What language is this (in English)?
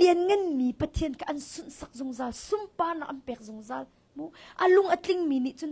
Hakha Chin